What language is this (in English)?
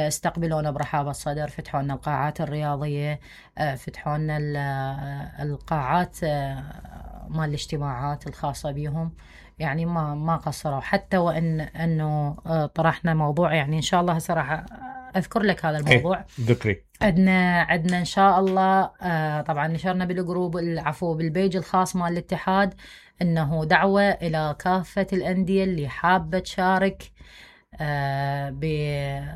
Mesopotamian Arabic